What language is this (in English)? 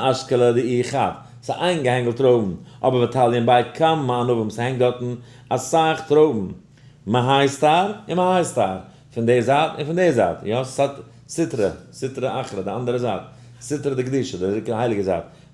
Yiddish